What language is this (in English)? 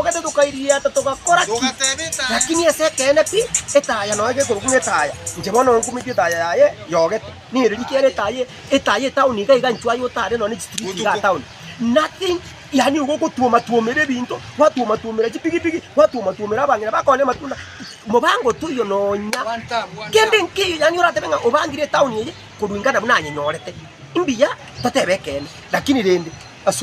Gusii